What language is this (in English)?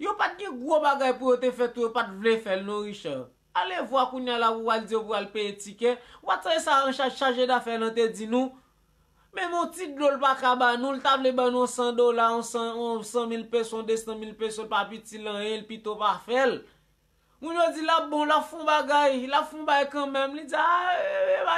Haitian Creole